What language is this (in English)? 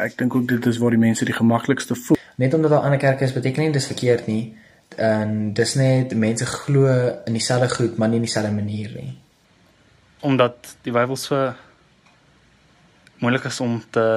Afrikaans